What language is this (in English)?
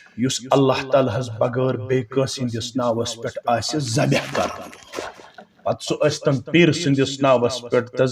Kashmiri